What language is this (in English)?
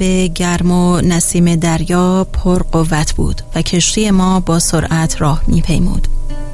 Persian